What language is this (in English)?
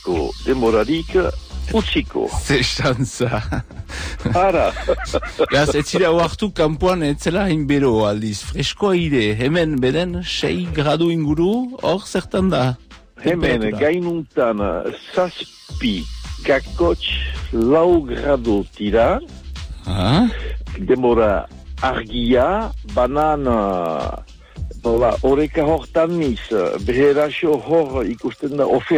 Basque